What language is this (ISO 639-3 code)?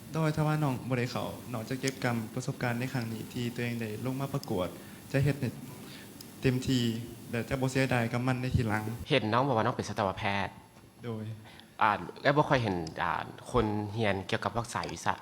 lao